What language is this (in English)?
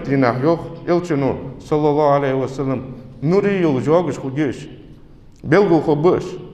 Ingush